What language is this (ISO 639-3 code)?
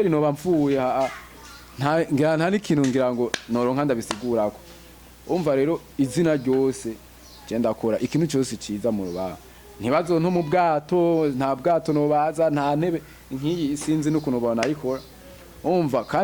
run